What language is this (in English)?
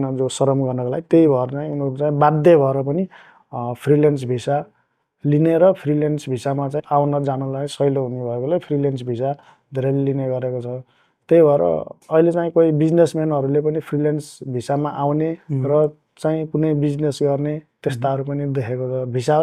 Nepali